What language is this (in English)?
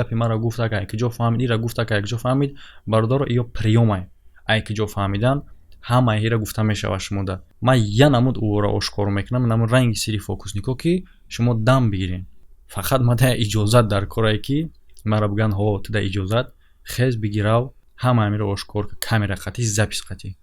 Tajik